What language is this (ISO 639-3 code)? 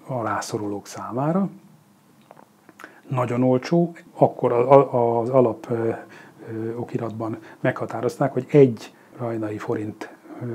hun